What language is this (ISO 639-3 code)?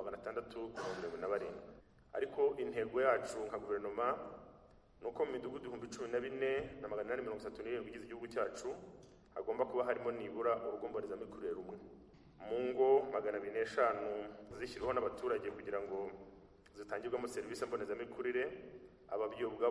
kin